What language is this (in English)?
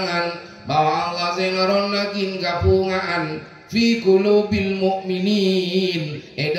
Madurese